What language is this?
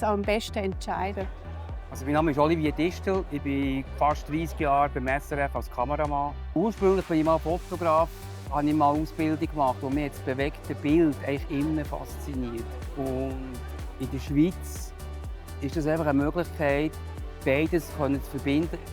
Swiss German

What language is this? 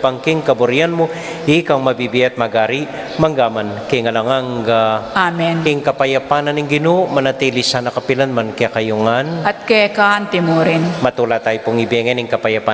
Pampanga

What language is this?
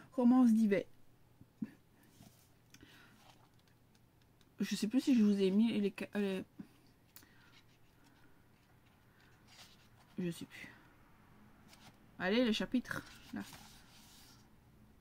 French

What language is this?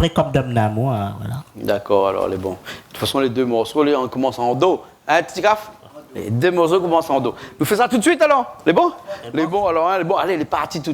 Réunion Creole French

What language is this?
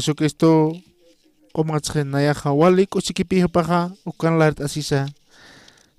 Aymara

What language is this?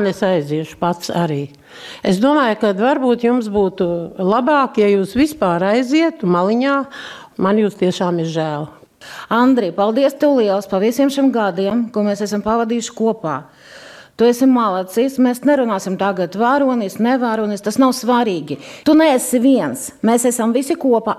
Latvian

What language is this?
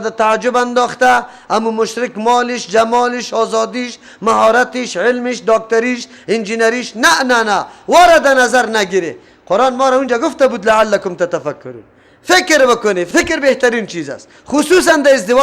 Persian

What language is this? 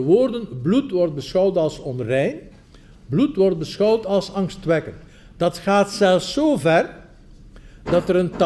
Dutch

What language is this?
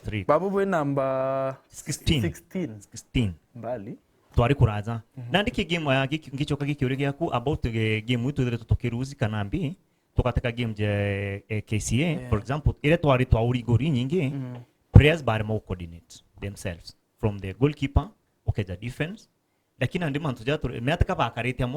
Meru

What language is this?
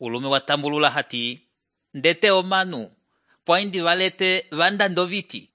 Umbundu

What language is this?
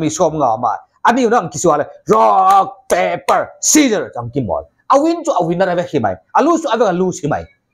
Paite Chin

